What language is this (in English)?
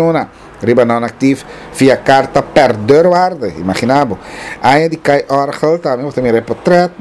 Papiamento